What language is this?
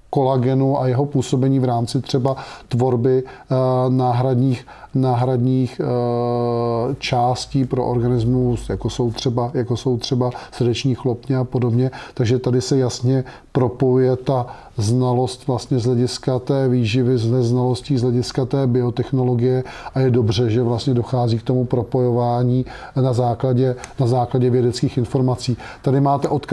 Czech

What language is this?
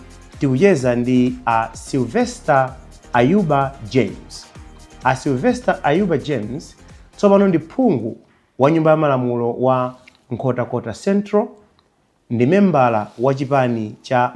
Nyanja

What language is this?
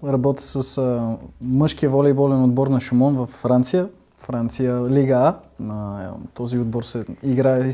Bulgarian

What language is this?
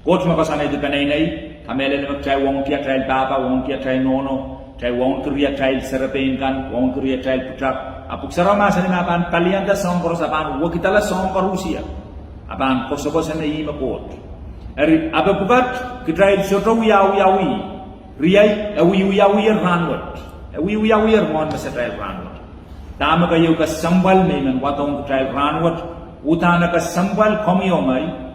Pohnpeian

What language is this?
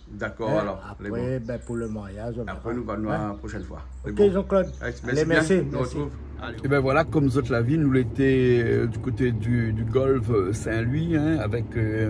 Réunion Creole French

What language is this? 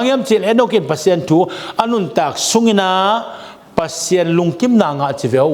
Tedim Chin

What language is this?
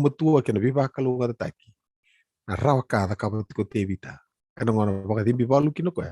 Fijian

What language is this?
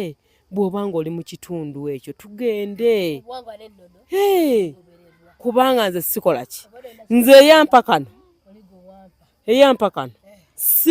Ganda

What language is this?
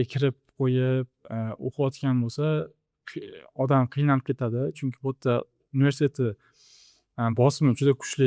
Uzbek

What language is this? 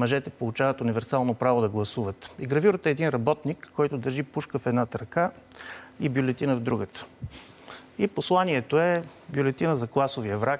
Bulgarian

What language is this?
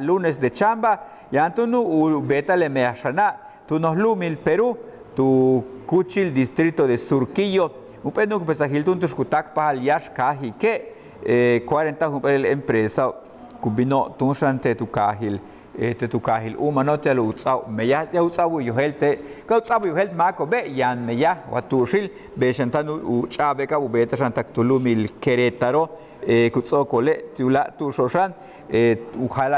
Yucateco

